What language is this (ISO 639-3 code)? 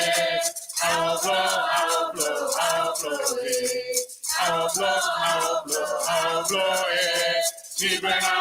ewe